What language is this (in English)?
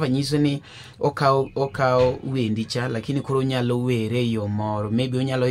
Luo (Kenya and Tanzania)